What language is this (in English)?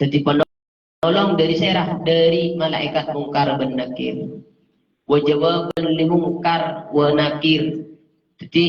Madurese